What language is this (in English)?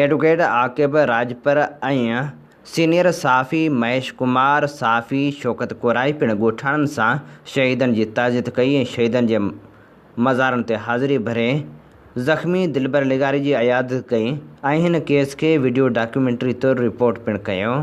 Sindhi